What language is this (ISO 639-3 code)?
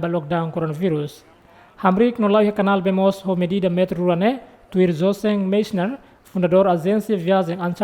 tet